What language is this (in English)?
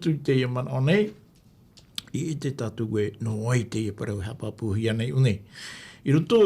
Tahitian